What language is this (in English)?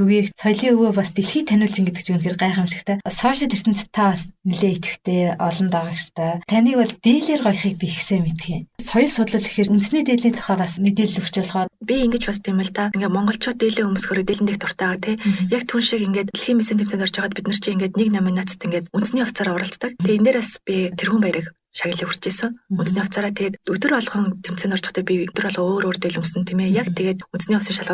Mongolian